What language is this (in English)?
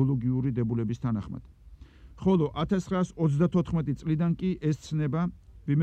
Georgian